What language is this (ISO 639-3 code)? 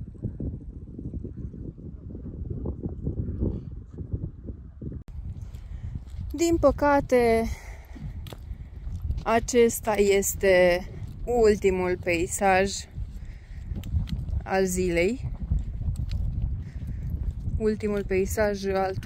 ron